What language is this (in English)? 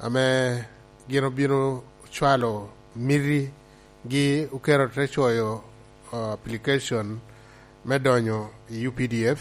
Lango (Uganda)